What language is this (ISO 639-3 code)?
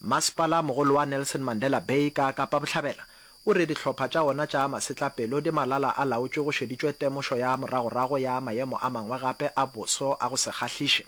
nso